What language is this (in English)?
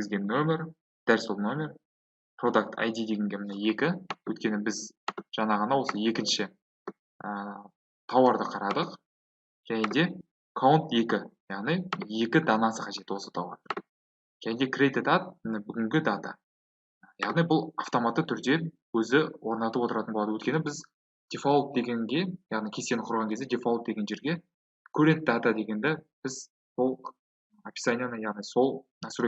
Kazakh